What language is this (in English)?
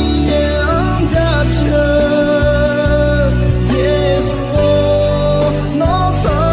Akha